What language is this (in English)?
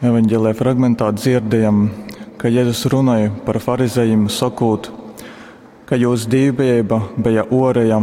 Latgalian